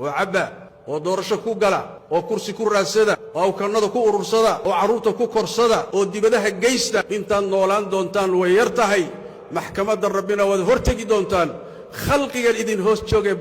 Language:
Somali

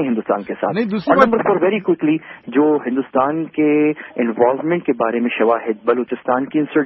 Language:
Urdu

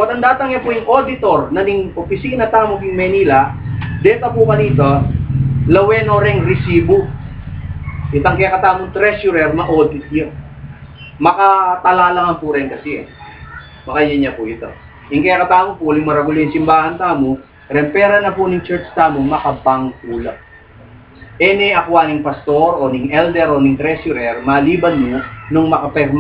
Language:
Pampanga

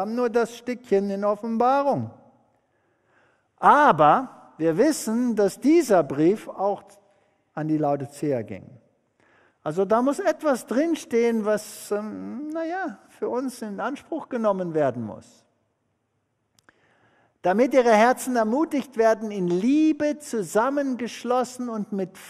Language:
German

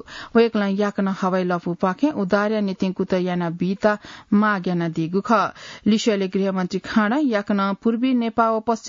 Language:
Newari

